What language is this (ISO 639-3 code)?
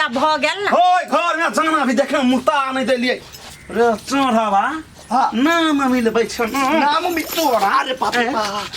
mai